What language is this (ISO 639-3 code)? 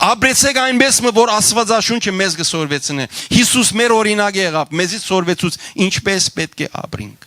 hyw